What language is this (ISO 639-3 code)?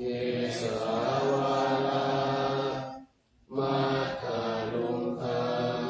pli